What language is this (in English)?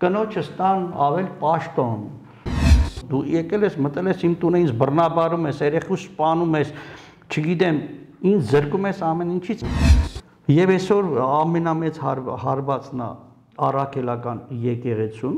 Armenian